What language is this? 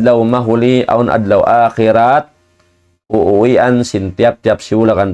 Tausug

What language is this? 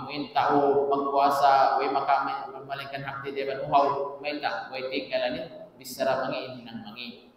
Tausug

